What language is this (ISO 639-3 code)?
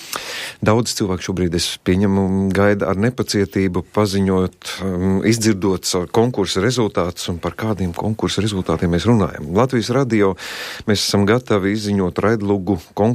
lav